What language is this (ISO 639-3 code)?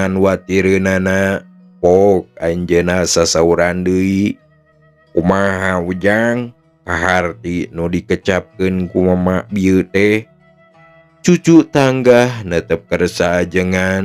sun